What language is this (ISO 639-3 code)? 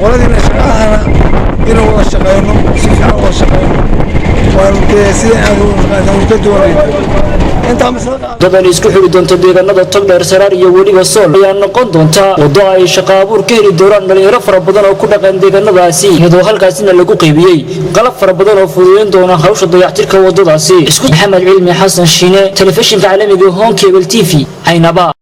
som